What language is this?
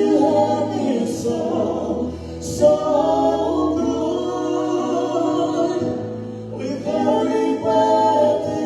Samoan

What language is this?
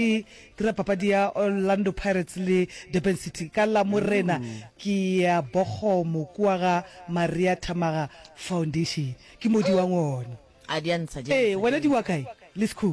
Northern Sotho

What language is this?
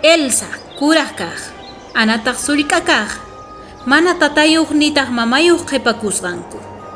South Bolivian Quechua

